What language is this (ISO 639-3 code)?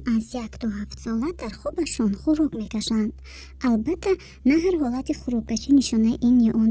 tgk